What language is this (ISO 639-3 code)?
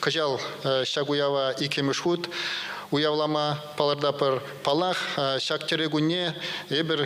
chv